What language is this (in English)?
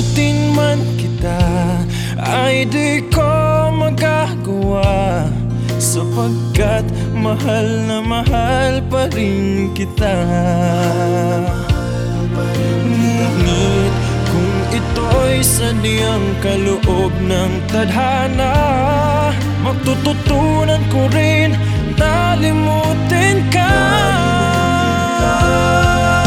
Filipino